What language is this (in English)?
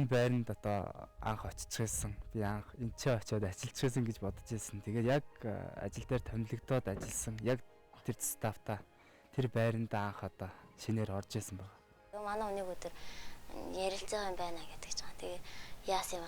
Mongolian